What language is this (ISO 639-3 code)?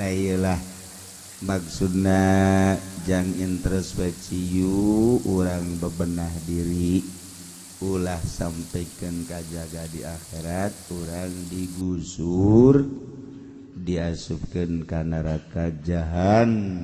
sun